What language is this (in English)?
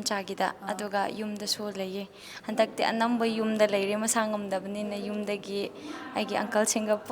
Manipuri